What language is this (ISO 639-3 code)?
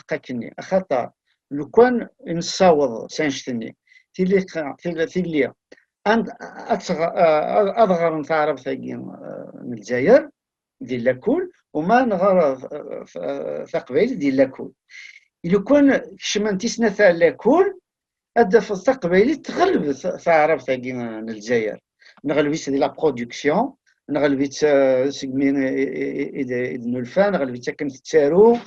kab